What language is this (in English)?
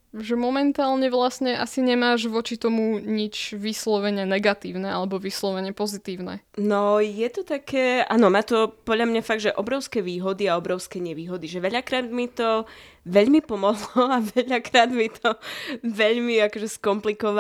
Slovak